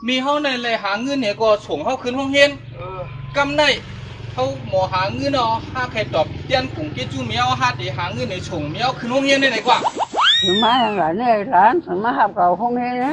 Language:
Shan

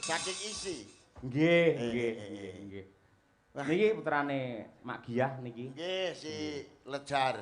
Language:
Javanese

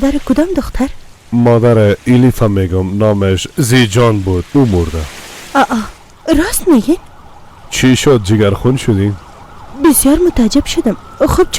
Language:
Persian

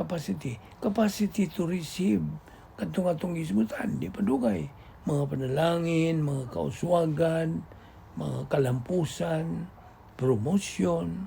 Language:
Cebuano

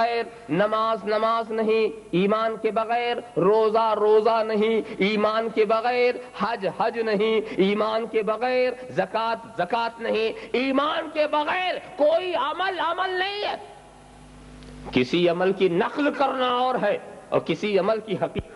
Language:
Urdu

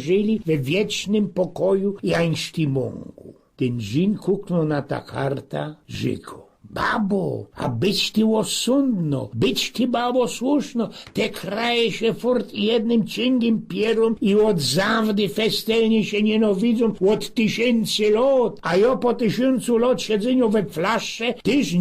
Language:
Silesian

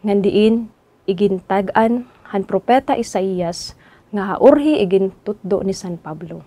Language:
Waray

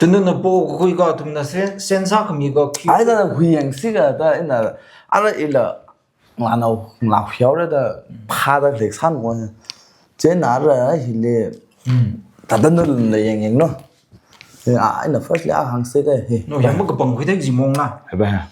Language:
Tangkhul Naga (India)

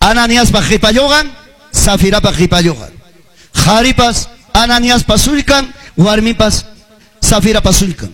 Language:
Ayacucho Quechua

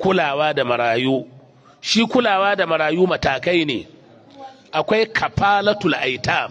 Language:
Hausa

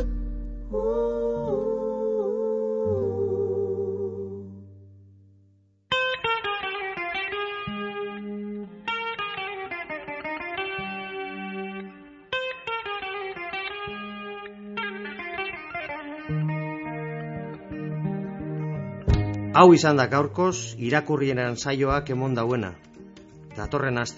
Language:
Basque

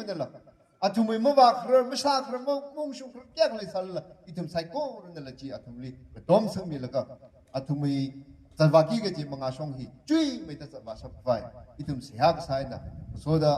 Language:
Tangkhul Naga (India)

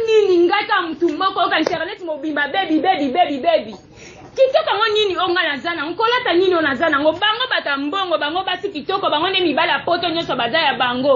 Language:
Lingala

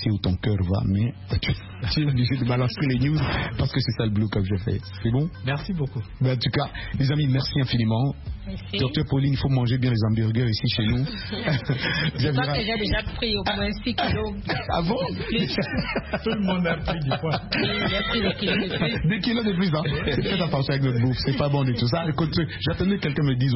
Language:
French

